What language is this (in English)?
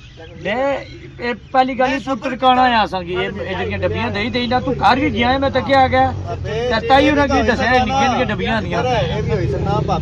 Pahari-Potwari